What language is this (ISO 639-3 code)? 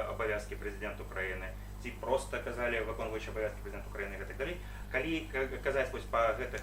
bel